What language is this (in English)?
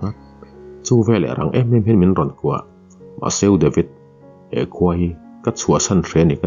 Mizo